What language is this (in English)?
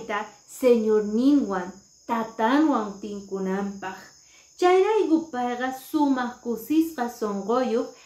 Quechua